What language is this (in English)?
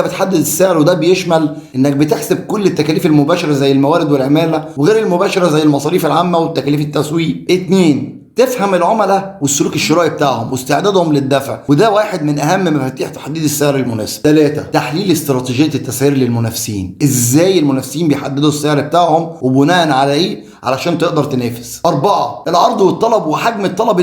Egyptian Arabic